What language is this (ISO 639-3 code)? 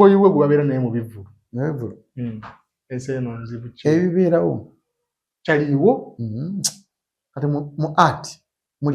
lug